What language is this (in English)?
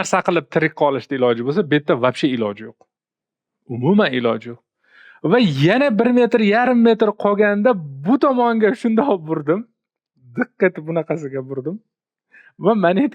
Uzbek